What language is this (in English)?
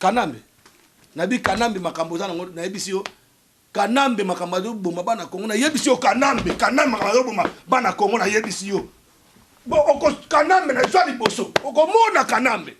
Lingala